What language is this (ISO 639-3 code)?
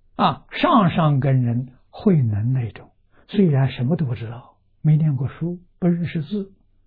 zho